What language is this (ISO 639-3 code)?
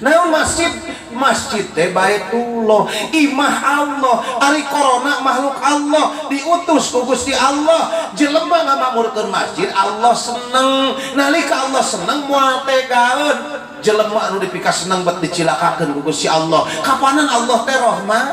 sun